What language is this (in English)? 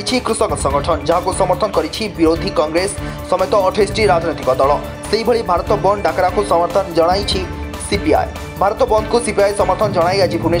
Odia